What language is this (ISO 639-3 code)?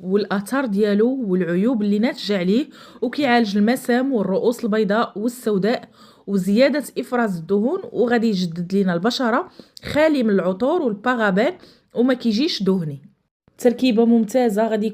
ary